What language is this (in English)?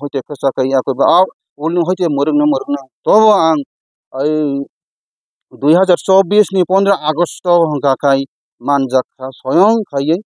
Kok Borok